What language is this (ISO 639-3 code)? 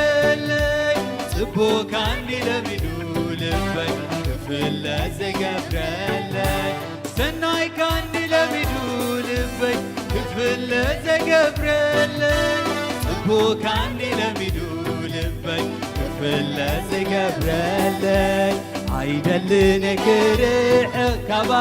tir